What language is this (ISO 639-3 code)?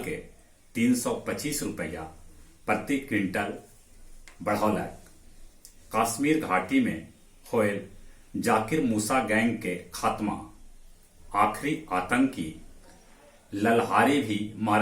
mag